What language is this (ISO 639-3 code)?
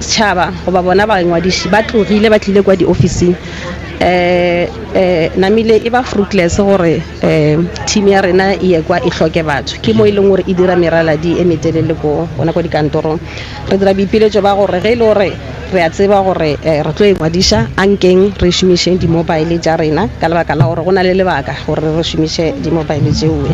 nso